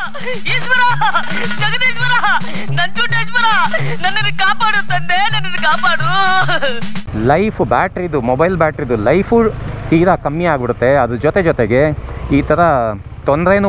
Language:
Kannada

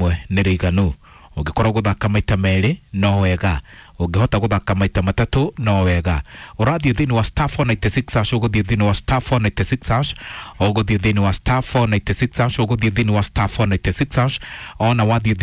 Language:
Kikuyu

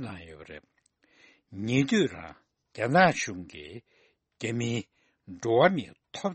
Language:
Tibetan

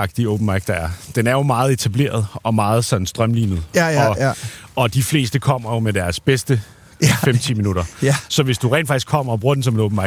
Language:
Danish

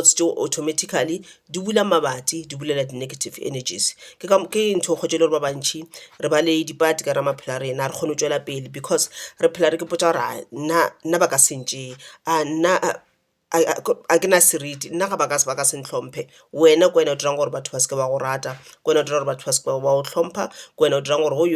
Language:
Northern Sotho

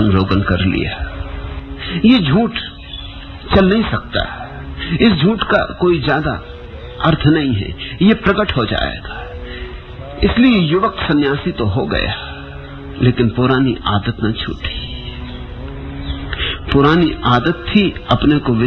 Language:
Hindi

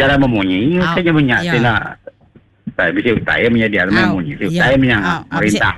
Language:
Iban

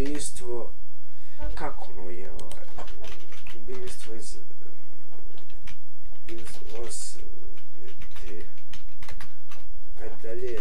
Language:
Bosnian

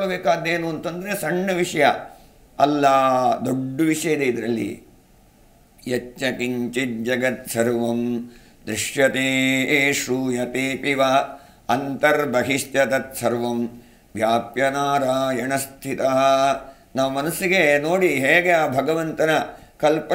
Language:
Kannada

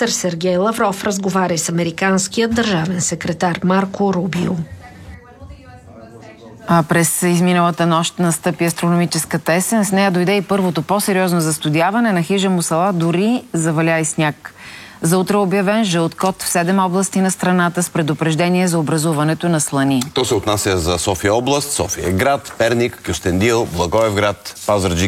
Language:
Bulgarian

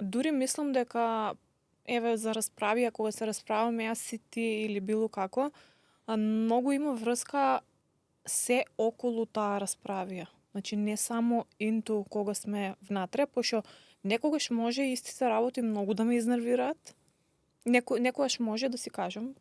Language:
Macedonian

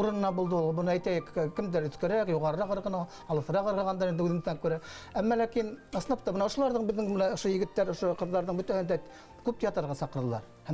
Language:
Bashkir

